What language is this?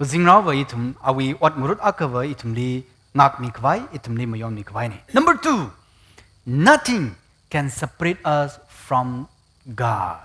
Tangkhul Naga (India)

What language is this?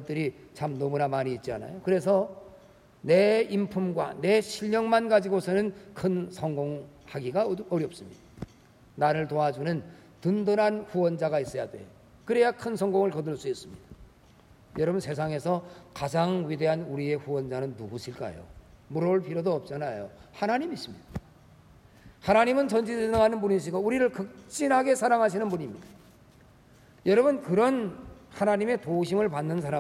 Korean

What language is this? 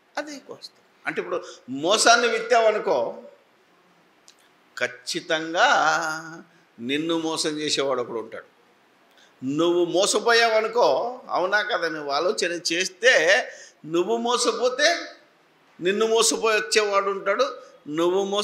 Telugu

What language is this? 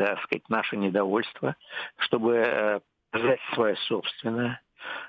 Russian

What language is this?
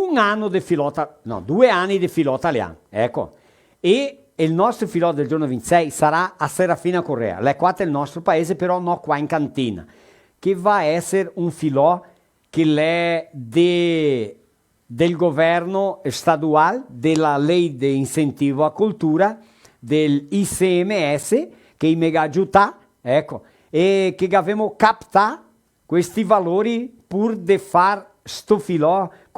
Venetian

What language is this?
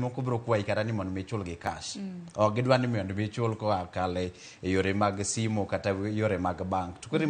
Luo (Kenya and Tanzania)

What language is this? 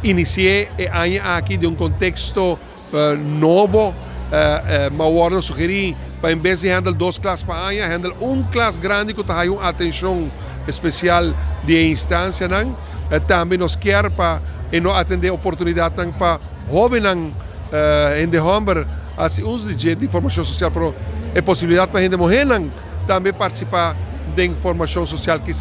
Papiamento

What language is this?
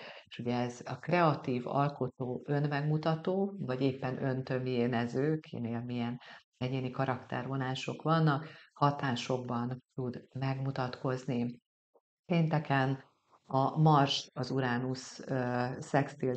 Hungarian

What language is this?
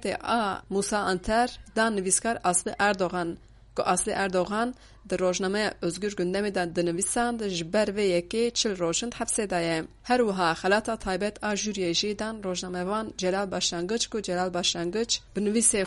Kurdish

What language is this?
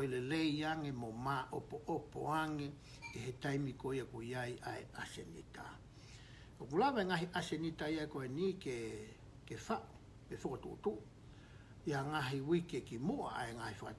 Tongan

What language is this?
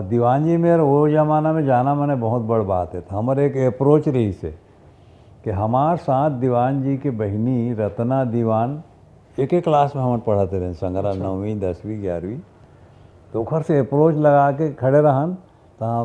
Chhattisgarhi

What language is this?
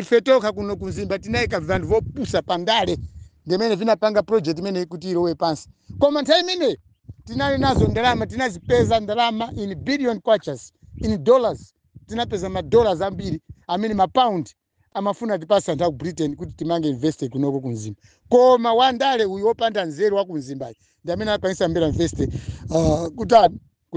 Nyanja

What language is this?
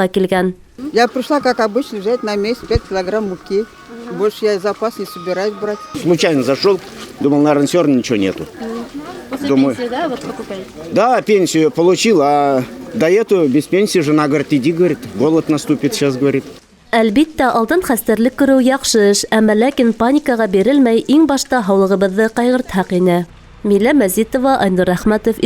Bashkir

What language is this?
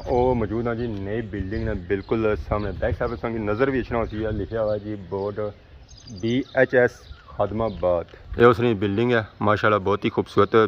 Pahari-Potwari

